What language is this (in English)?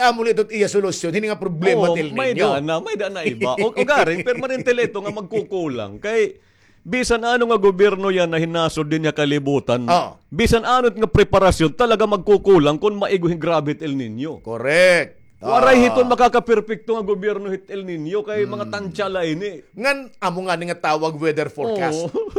Waray